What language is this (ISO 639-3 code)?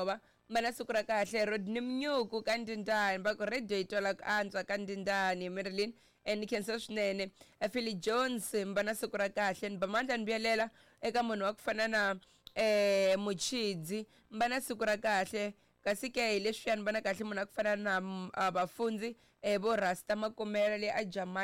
tso